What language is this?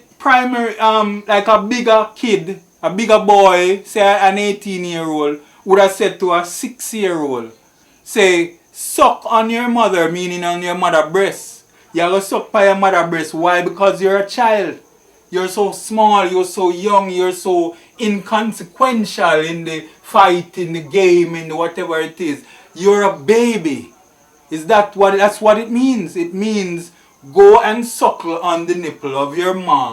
Jamaican Creole English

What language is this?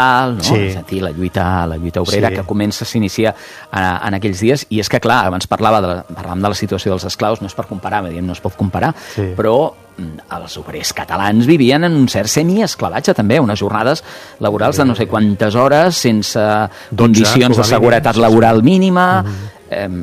Catalan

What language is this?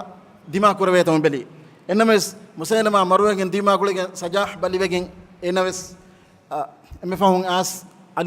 Divehi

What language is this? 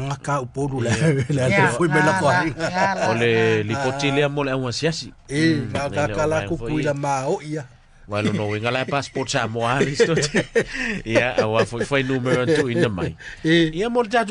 Samoan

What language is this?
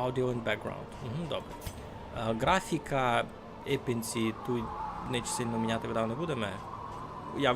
Rusyn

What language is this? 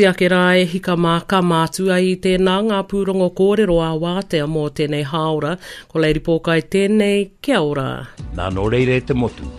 Māori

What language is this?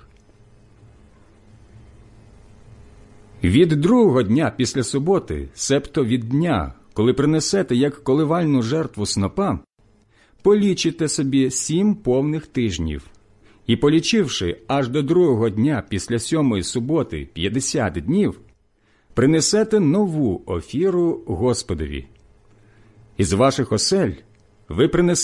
Ukrainian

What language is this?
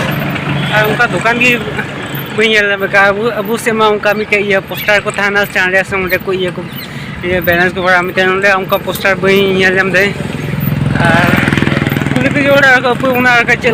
Santali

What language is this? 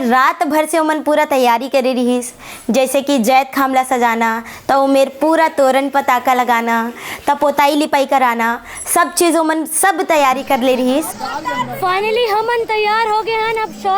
Chhattisgarhi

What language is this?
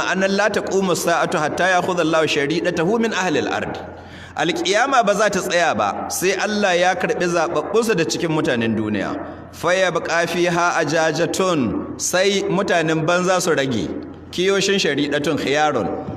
Hausa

